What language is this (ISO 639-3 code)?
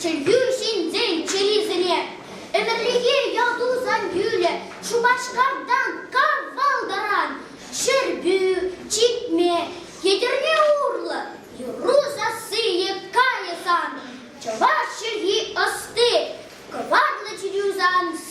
chv